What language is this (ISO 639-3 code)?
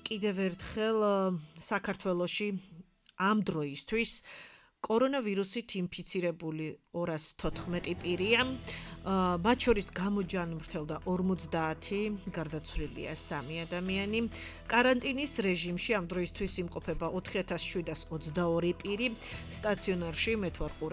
kat